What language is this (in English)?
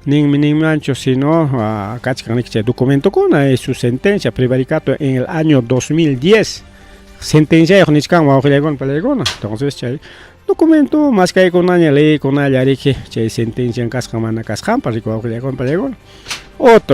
Ayacucho Quechua